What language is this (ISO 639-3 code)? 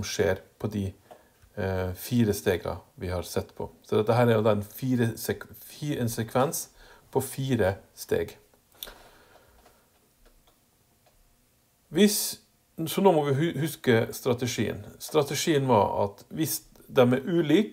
nor